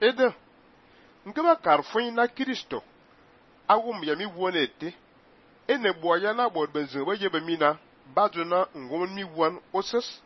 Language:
Fang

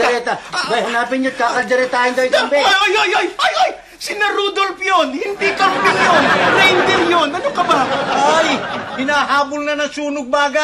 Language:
Filipino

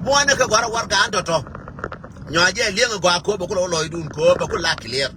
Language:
Nuer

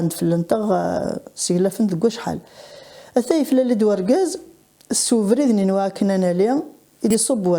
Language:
Kabyle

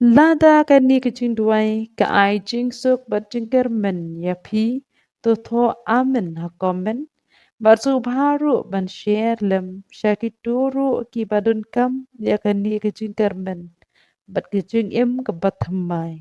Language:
Khasi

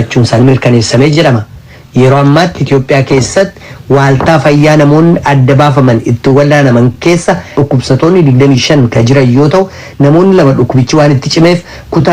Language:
Oromo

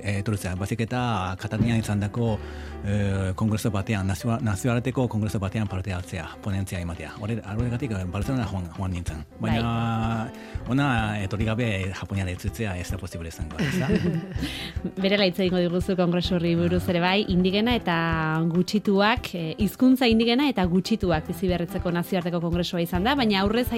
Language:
Basque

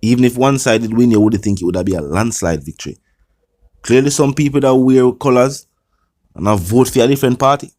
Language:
Jamaican Creole English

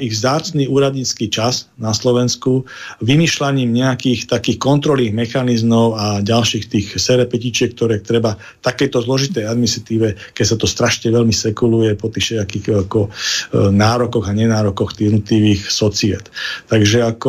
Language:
Slovak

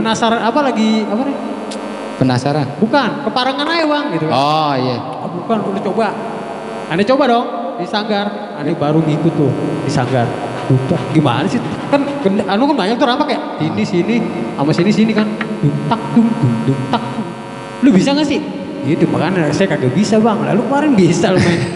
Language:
Betawi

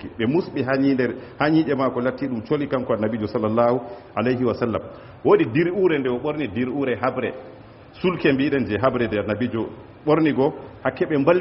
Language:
Fula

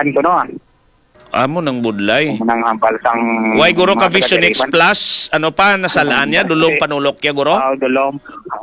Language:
Hiligaynon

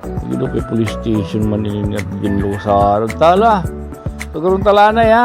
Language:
Waray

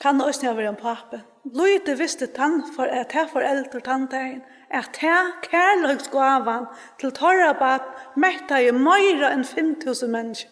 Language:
Faroese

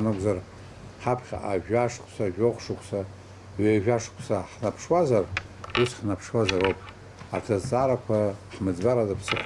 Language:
Abkhazian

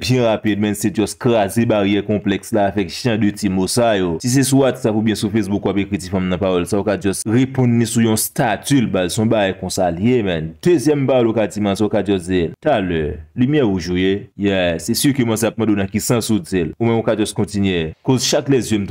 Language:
Haitian Creole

